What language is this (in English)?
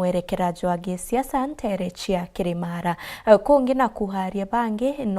Meru